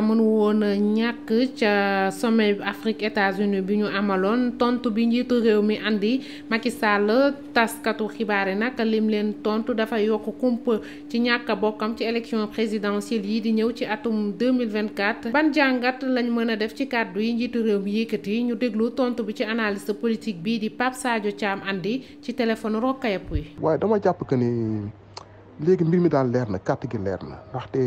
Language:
Wolof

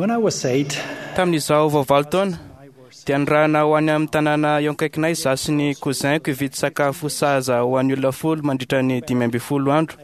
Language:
Malagasy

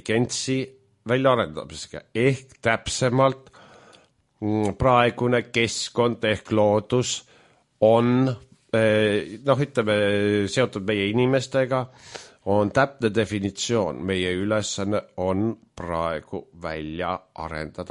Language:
Estonian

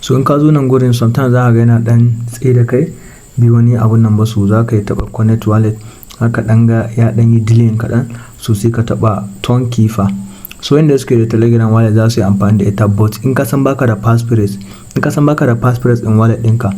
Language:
Hausa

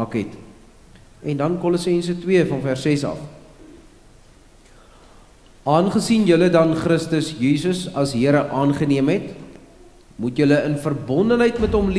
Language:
Afrikaans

